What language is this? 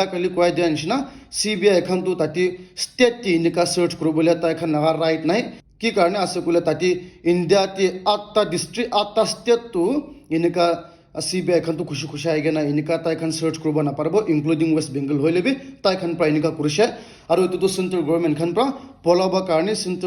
Naga Pidgin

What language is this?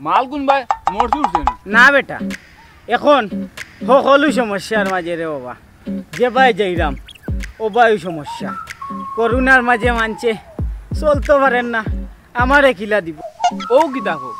Sylheti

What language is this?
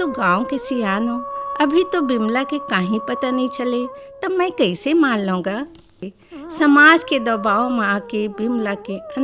Chhattisgarhi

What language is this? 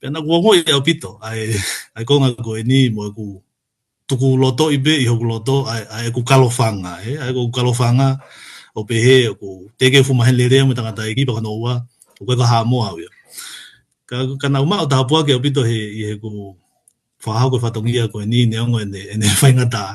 Tongan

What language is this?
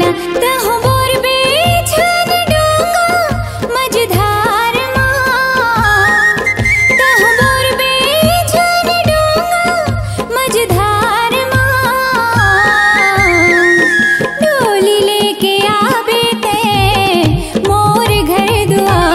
Chhattisgarhi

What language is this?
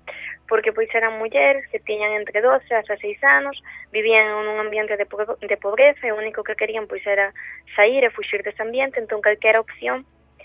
Galician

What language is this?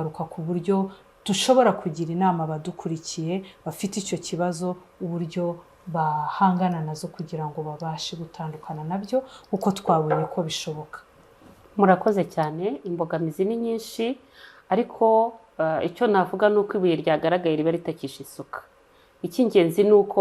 Kinyarwanda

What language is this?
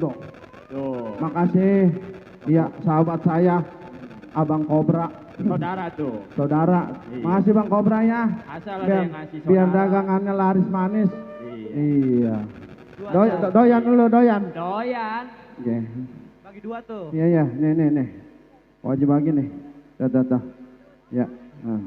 Betawi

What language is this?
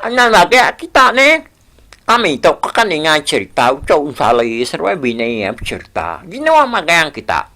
Iban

